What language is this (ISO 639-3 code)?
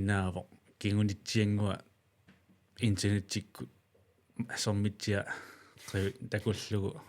kal